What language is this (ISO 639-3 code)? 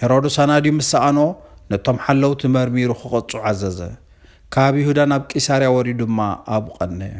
tir